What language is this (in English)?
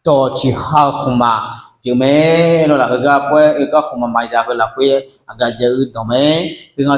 Akha